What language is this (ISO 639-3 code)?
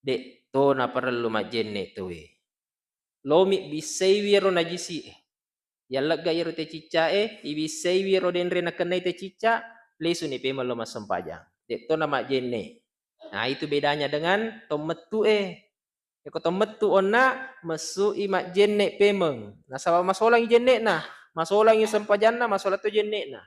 bug